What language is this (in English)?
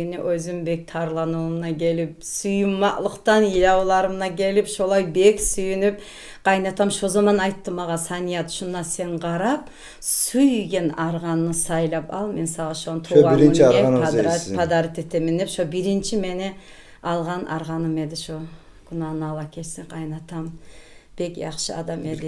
Kumyk